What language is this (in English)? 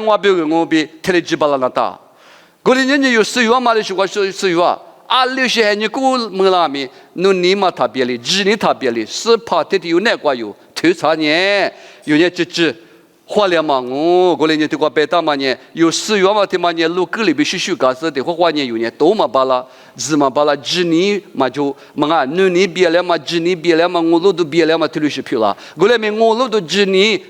Lisu